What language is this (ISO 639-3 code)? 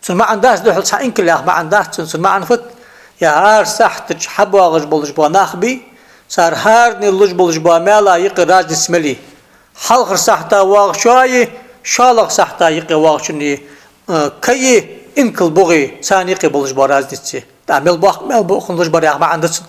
inh